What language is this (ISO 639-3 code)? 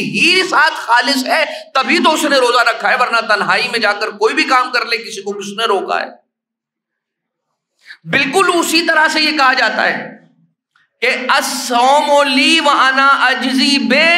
urd